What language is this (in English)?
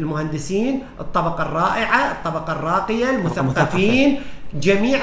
Mesopotamian Arabic